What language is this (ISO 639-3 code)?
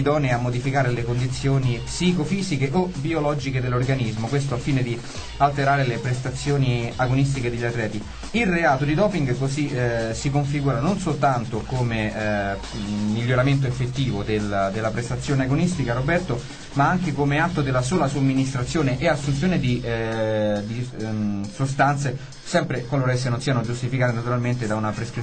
ita